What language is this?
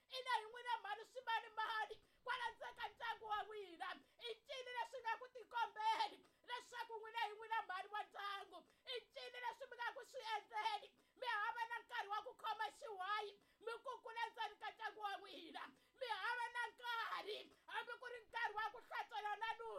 Tsonga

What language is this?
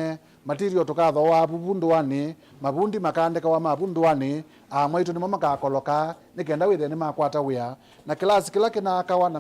Kamba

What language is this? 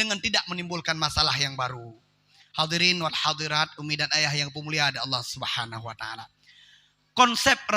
Achinese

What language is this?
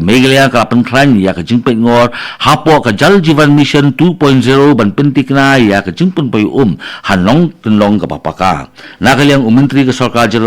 Khasi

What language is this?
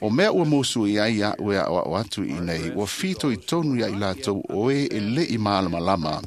Samoan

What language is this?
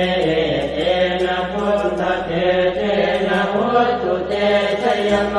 Pali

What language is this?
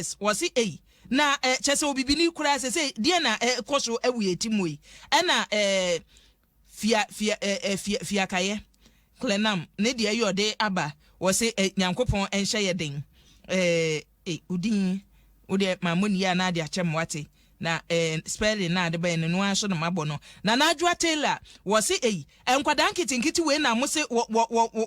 Akan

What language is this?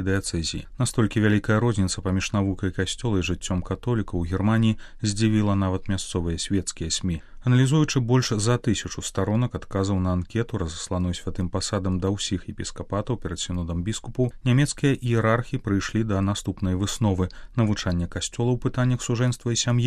Belarusian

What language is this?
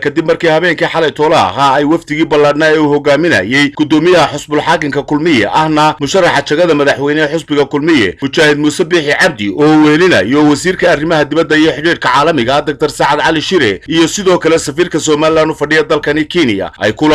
Somali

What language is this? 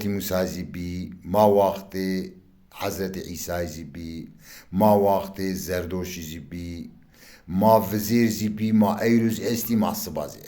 Zaza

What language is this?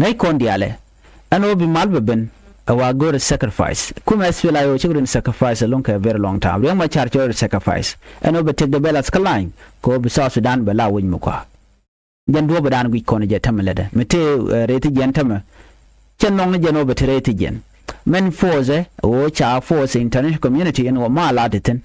Nuer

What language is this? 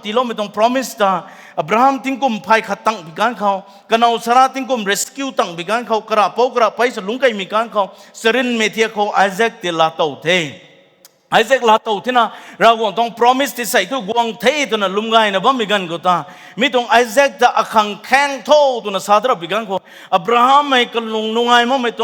Rongmei Naga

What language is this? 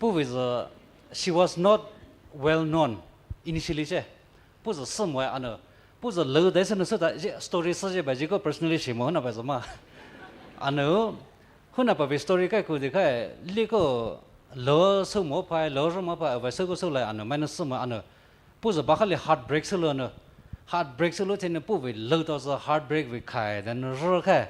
Poumei Naga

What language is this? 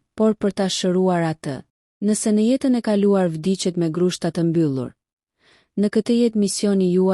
Albanian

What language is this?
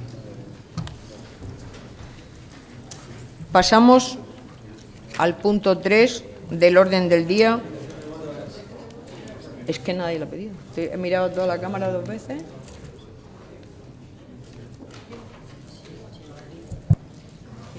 Spanish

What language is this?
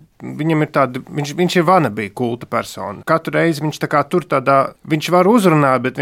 Latvian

